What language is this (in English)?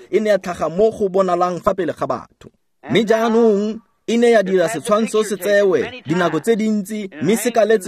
Tswana